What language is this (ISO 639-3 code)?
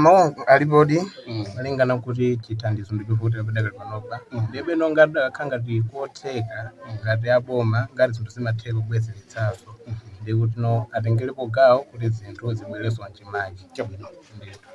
nya